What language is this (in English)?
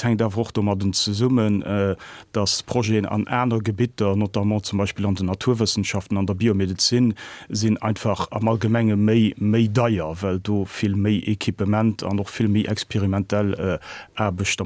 Luxembourgish